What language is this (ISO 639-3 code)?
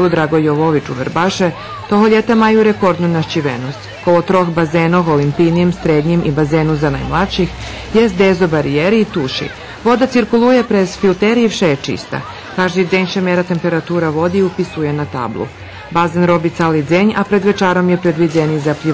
rue